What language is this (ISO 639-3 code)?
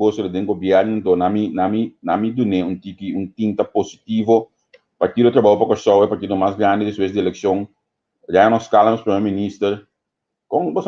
pap